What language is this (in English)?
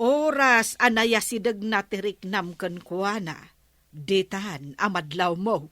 Iloko